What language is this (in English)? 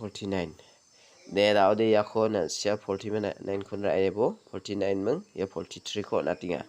Garo